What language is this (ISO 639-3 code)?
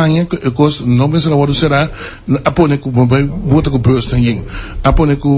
pap